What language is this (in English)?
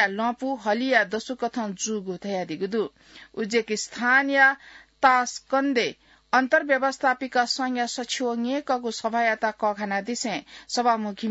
Newari